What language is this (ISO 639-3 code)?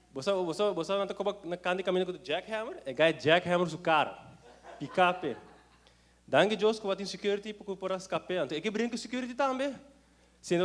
pap